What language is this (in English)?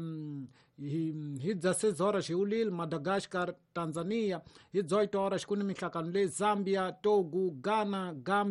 Tsonga